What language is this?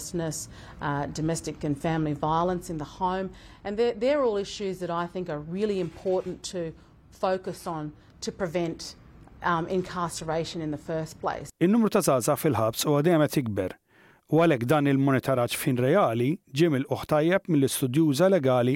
Maltese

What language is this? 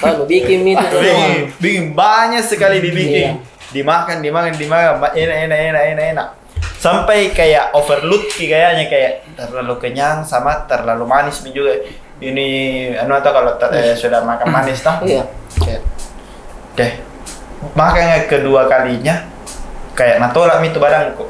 Makassar Malay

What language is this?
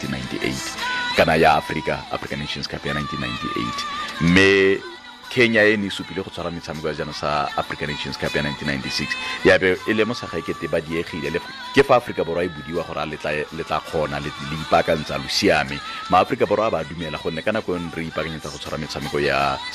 Tswana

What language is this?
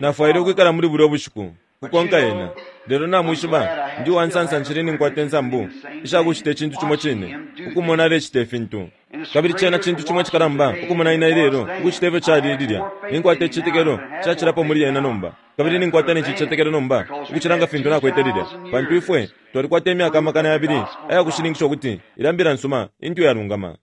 Bemba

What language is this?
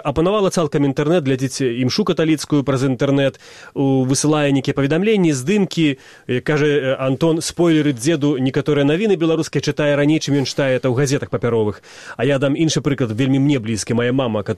Belarusian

